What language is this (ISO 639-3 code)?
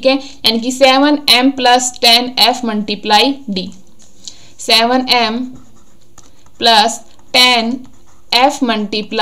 hin